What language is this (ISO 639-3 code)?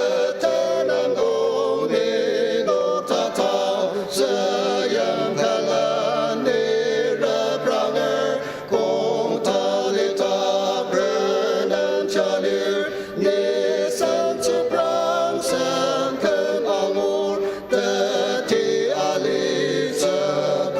njo